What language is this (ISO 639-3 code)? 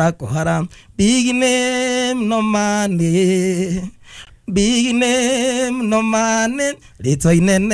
kik